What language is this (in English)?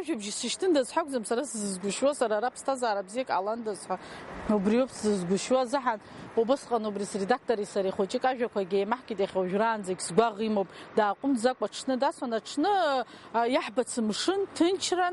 Abkhazian